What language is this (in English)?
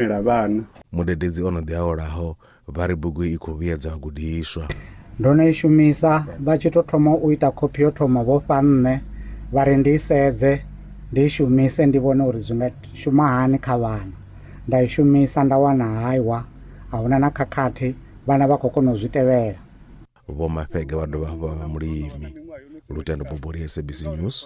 Venda